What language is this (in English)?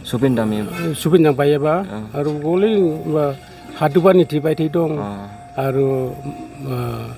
Dimasa